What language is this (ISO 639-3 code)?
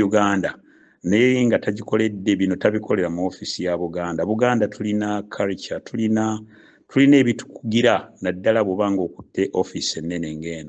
lug